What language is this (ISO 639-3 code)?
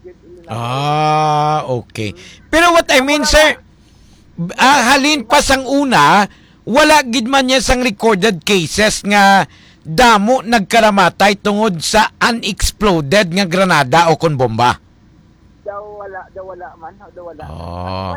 hil